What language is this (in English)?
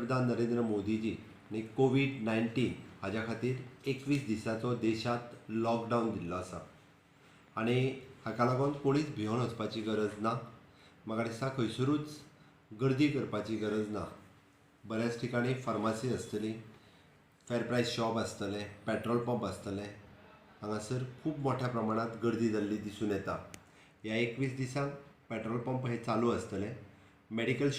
Konkani